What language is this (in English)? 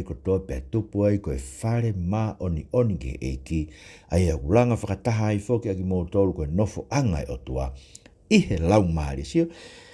Tongan